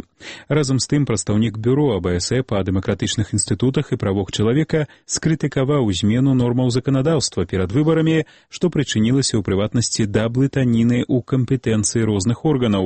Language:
Belarusian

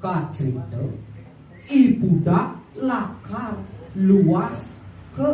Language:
Balinese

